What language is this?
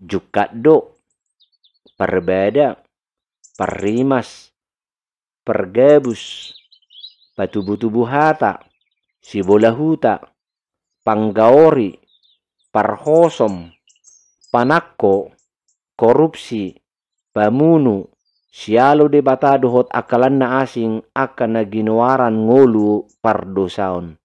Batak Toba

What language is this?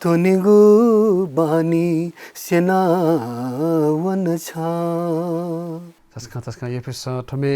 Newari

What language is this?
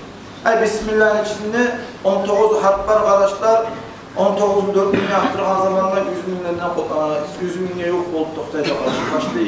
Kumyk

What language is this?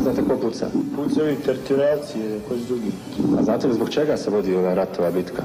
Macedonian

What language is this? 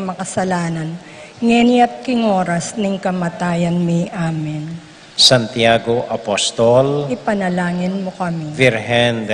Pampanga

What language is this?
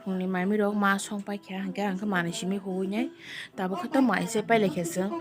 Kok Borok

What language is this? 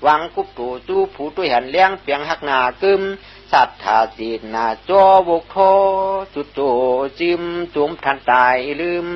Shan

